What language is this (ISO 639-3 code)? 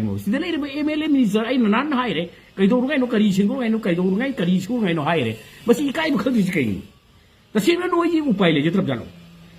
mni